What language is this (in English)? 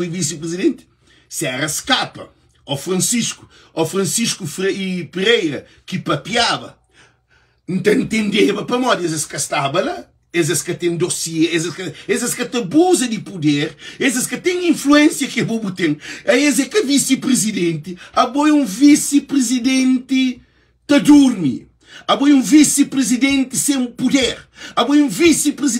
Kabuverdianu